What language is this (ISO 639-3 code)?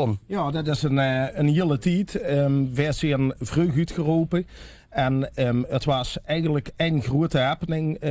lim